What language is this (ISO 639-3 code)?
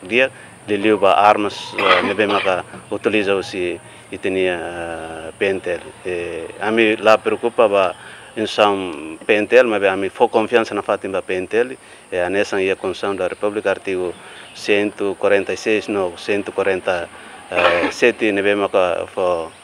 tet